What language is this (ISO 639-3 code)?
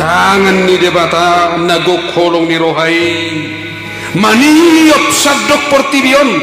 bbc